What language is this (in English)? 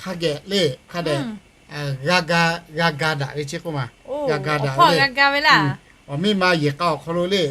Lahu